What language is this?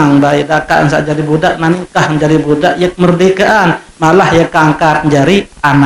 Sasak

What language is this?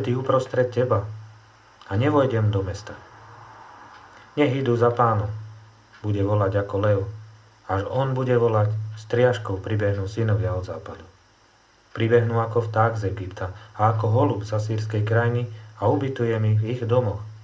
Slovak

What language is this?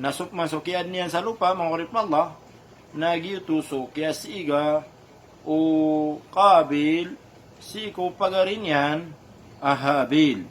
Maranao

